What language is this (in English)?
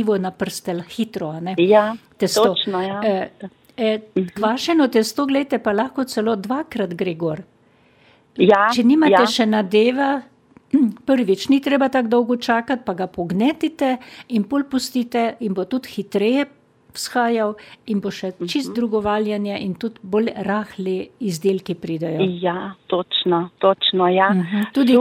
Slovenian